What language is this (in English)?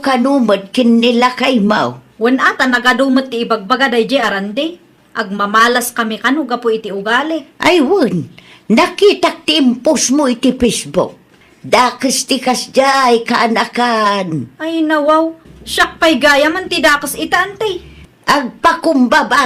Iloko